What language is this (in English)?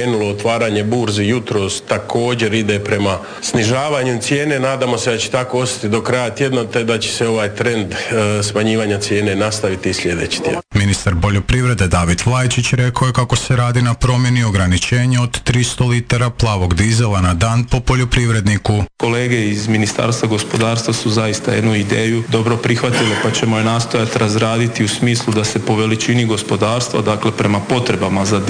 Croatian